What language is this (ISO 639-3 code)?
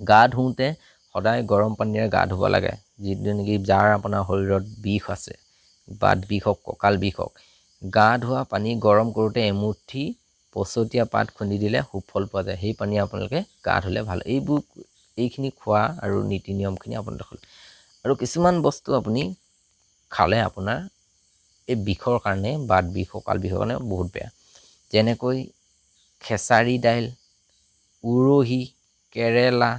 asm